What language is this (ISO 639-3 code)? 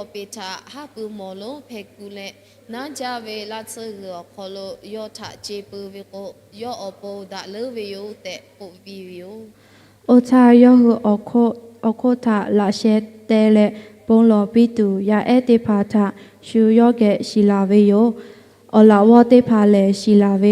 lhu